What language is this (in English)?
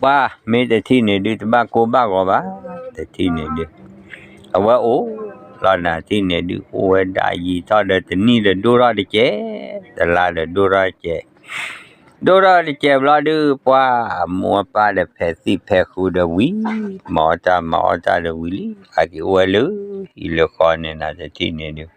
S'gaw Karen